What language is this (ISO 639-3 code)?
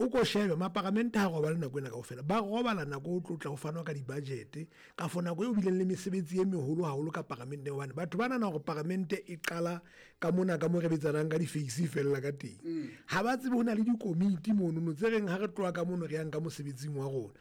sot